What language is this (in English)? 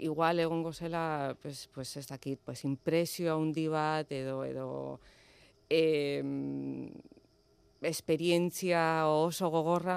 Basque